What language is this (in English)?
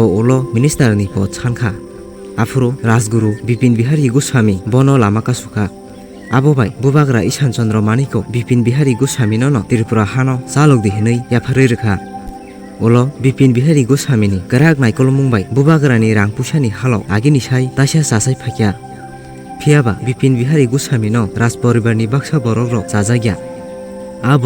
Kok Borok